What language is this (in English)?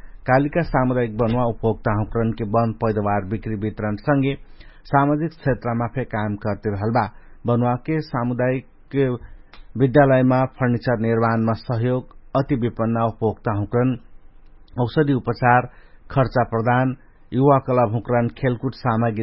Dangaura Tharu